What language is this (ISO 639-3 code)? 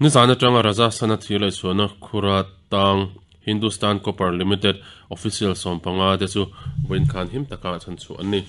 lus